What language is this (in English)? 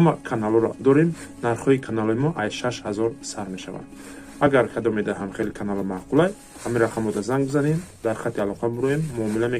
Tajik